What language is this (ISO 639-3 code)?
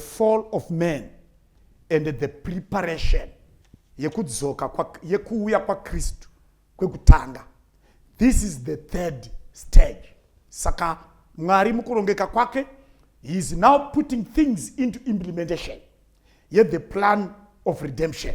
sna